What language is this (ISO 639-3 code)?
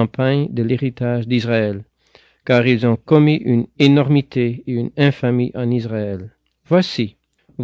fra